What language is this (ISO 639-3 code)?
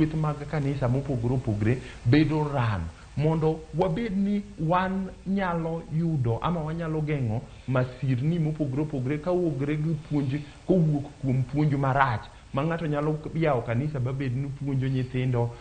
luo